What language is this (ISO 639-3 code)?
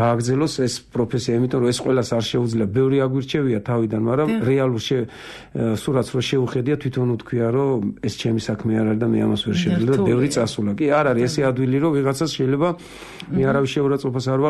kat